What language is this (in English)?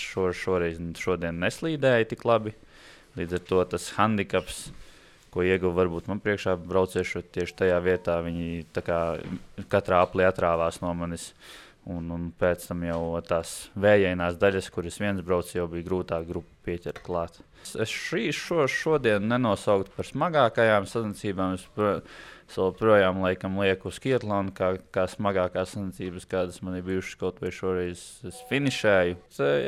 Latvian